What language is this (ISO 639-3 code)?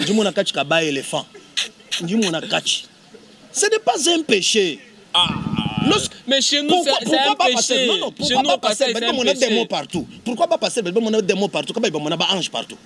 lua